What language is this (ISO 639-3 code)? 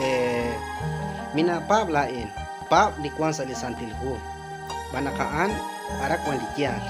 kek